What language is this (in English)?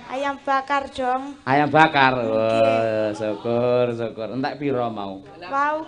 Javanese